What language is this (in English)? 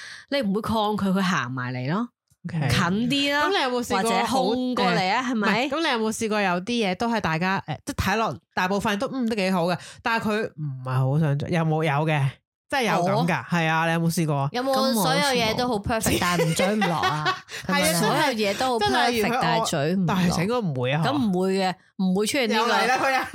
Cantonese